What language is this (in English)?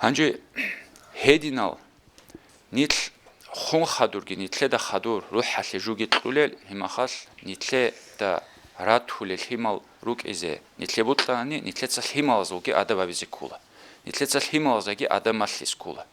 Avaric